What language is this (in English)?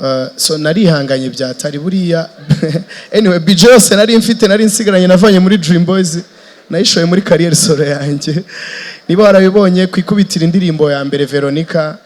Kinyarwanda